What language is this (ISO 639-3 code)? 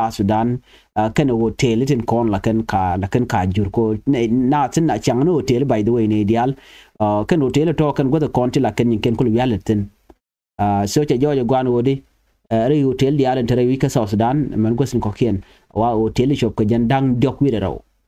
nus